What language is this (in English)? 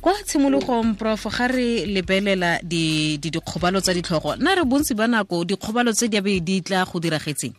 Tswana